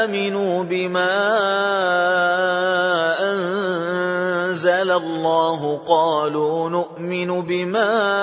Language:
Arabic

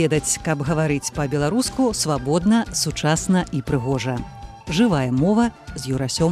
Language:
Belarusian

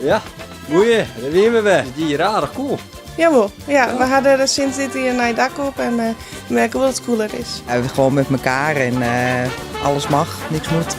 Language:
Western Frisian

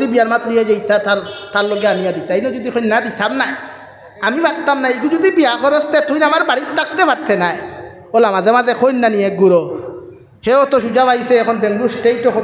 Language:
Sylheti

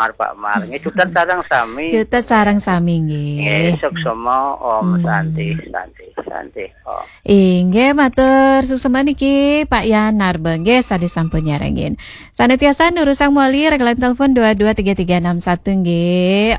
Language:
Balinese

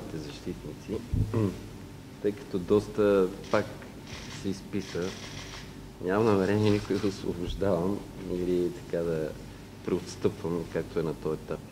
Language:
Bulgarian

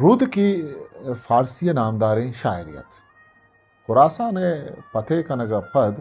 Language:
Eastern Balochi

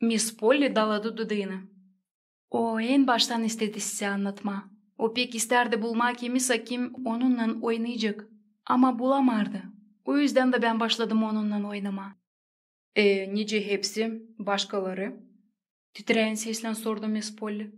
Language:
Gagauz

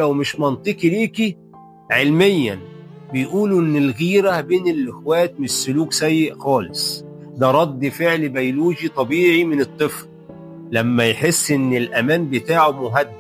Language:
Egyptian Arabic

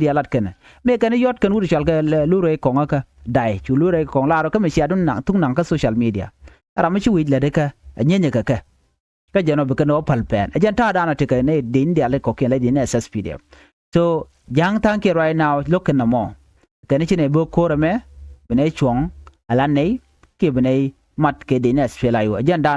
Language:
Nuer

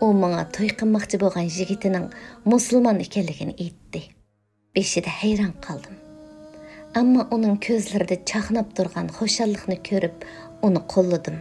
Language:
Uyghur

